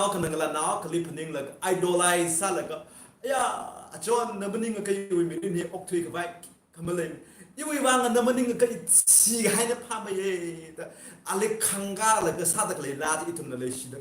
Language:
Tangkhul Naga (India)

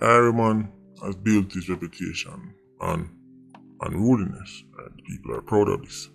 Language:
Jamaican Creole English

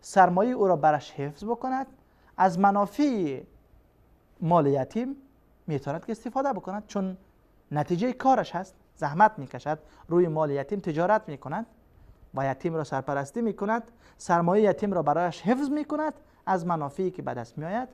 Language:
Persian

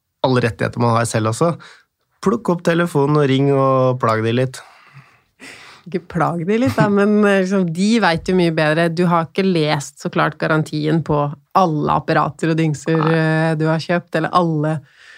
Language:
Norwegian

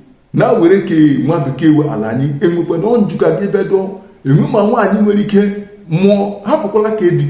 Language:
Igbo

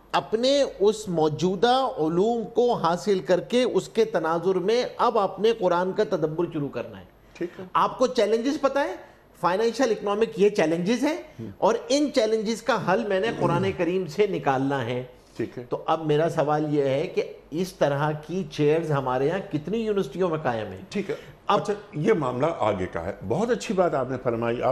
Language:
Urdu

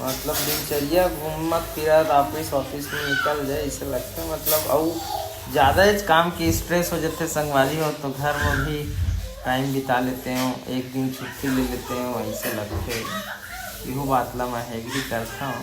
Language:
Chhattisgarhi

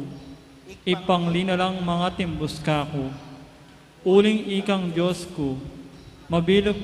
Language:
Pampanga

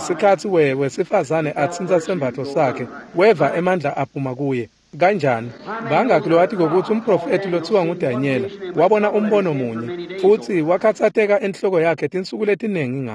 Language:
Swati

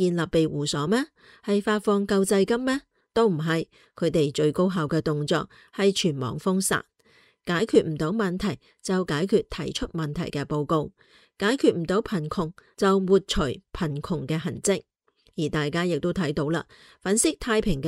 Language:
Cantonese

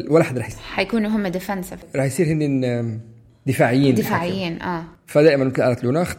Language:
North Levantine Arabic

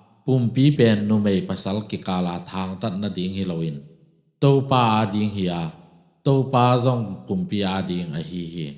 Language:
Tedim Chin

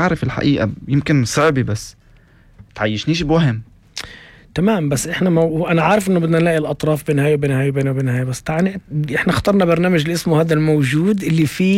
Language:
North Levantine Arabic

